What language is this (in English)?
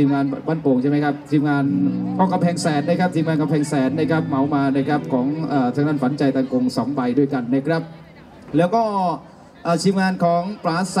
Thai